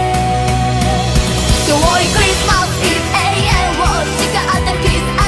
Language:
Japanese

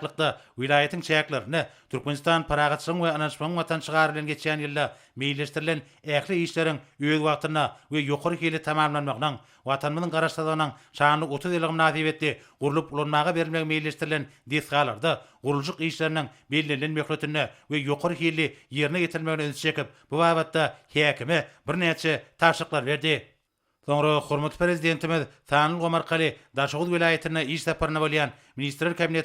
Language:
Turkmen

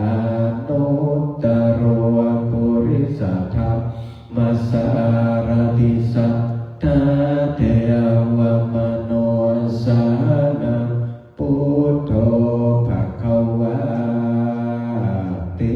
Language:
Pali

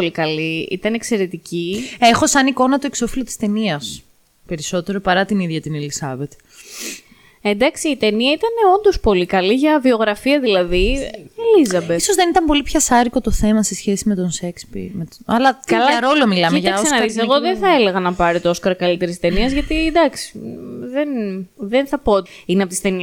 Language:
Greek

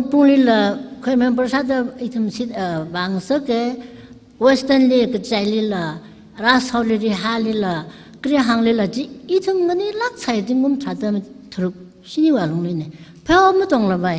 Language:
Tangkhul Naga (India)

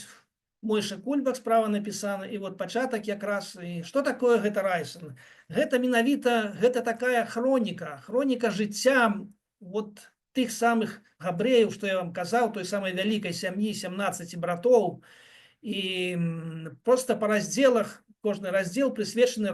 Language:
Belarusian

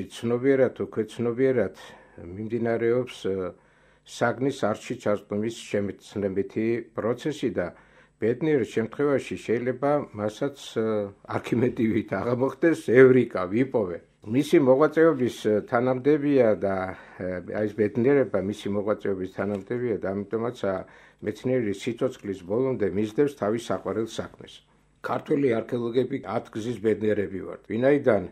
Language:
Georgian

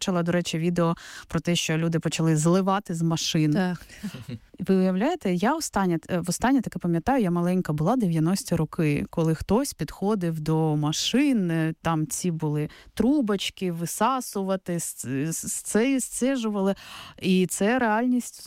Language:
Ukrainian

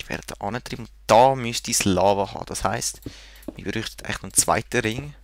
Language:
Swiss German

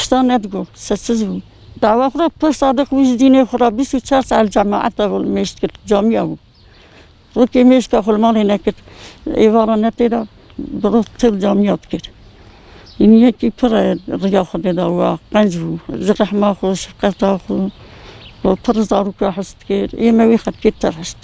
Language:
Kurdish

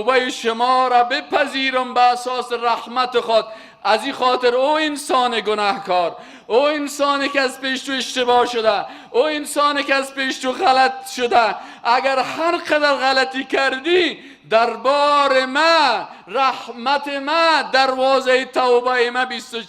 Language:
Persian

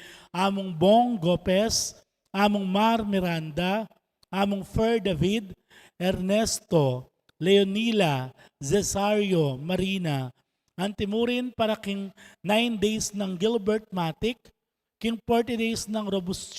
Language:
Pampanga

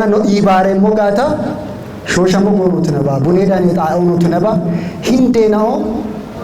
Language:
Kafa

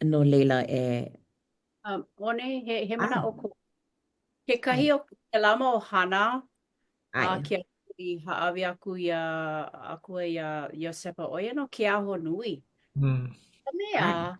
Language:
Hawaiian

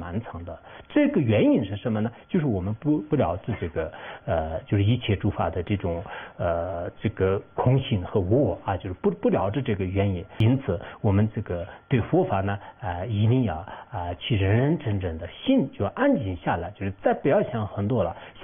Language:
Chinese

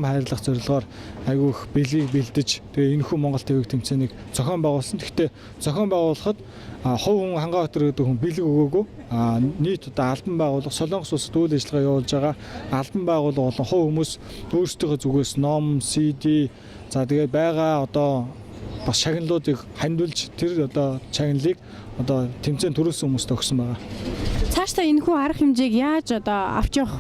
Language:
Mongolian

